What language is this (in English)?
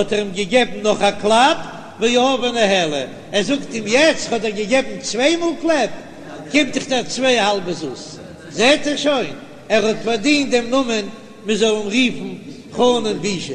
Yiddish